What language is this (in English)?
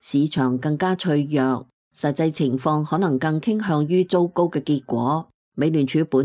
Cantonese